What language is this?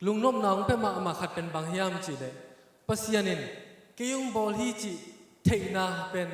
Tedim Chin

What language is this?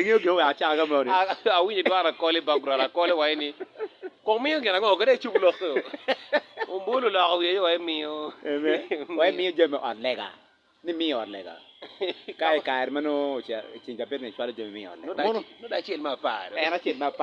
Acoli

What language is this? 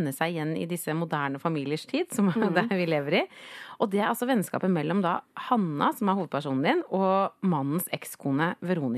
Norwegian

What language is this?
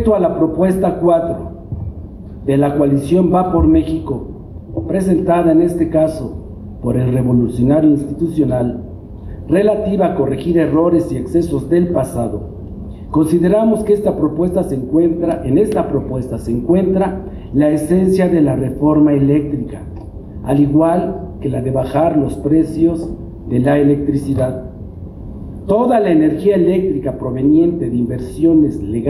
Spanish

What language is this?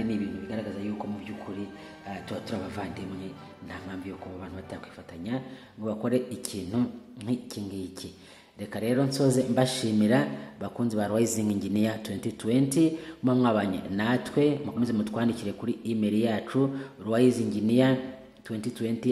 Kinyarwanda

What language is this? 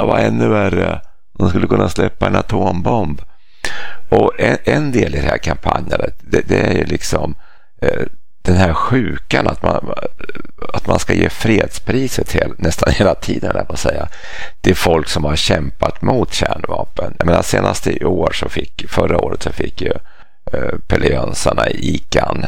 Swedish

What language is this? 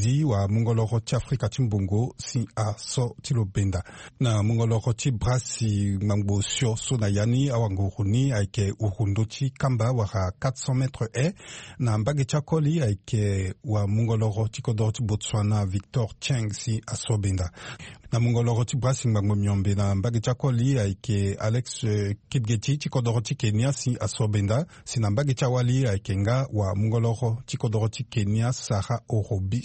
Sango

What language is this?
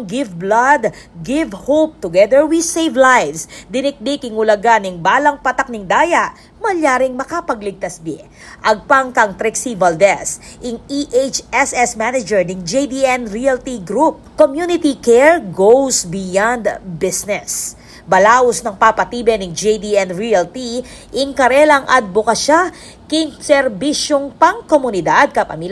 Pampanga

